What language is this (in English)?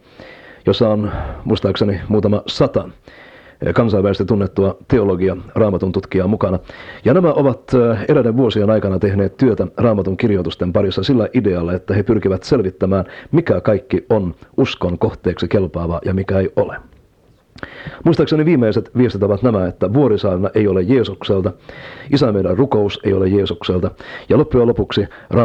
Finnish